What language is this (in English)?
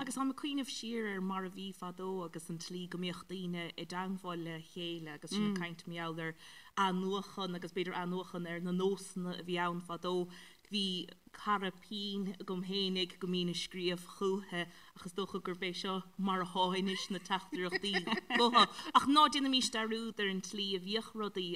Irish